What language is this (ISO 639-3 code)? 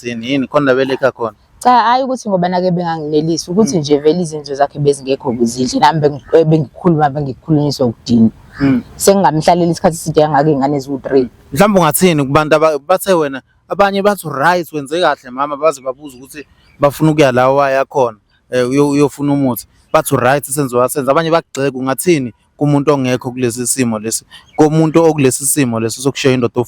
zul